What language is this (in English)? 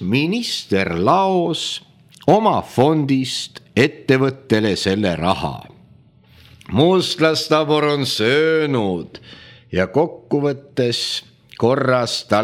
Estonian